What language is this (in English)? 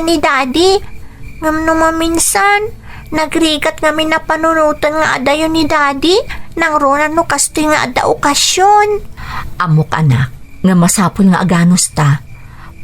Iloko